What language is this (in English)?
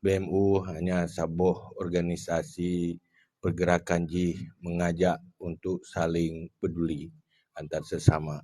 Achinese